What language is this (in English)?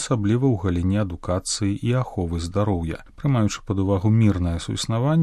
Belarusian